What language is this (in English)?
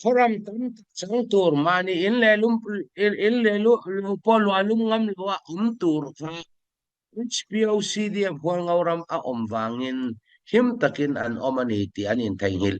Falam Chin